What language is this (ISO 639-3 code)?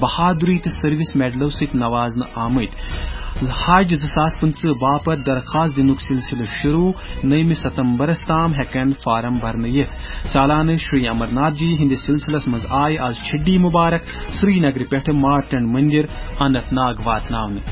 kas